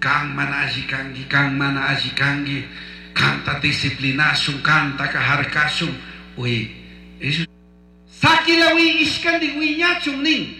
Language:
Chimborazo Highland Quichua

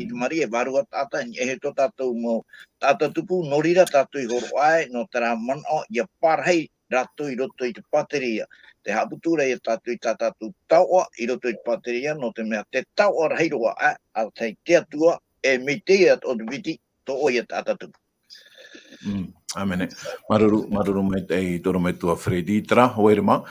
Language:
Tahitian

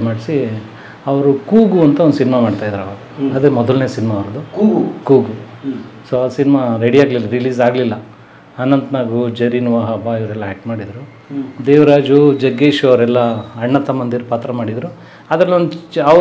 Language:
Kannada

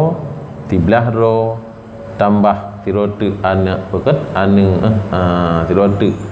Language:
Achinese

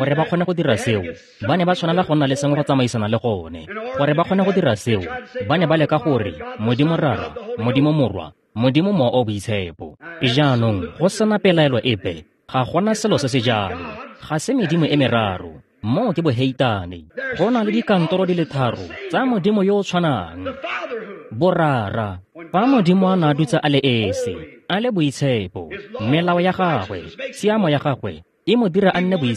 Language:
Tswana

